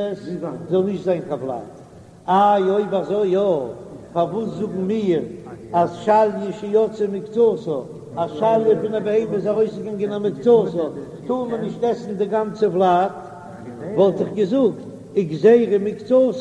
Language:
Yiddish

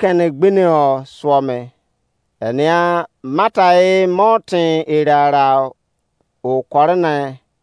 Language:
Izon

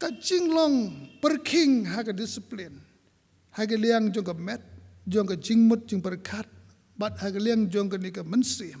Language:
Khasi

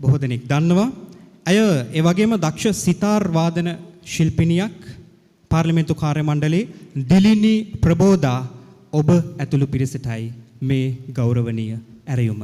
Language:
Sinhala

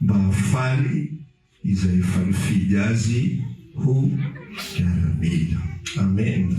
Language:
Malagasy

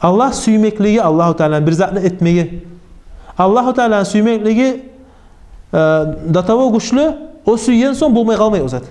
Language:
Kumyk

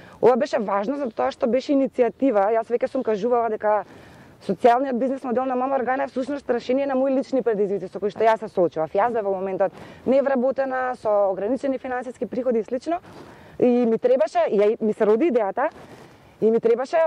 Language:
Macedonian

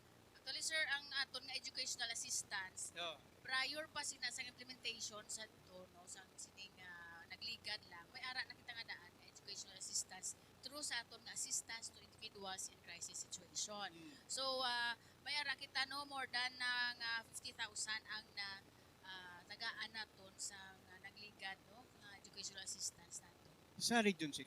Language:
Hiligaynon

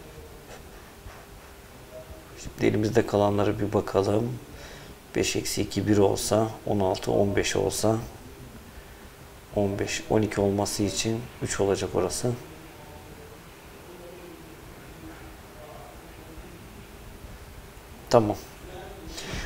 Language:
Turkish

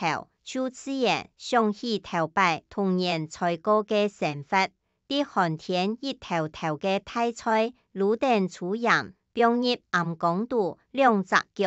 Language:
Hakka Chinese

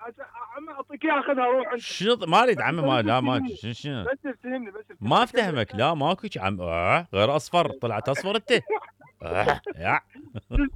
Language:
Mesopotamian Arabic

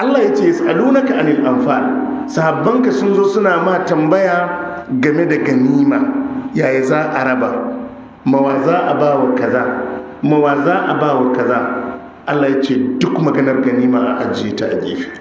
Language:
Hausa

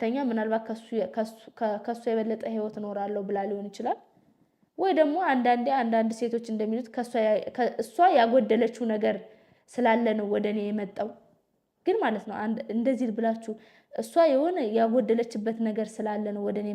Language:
Amharic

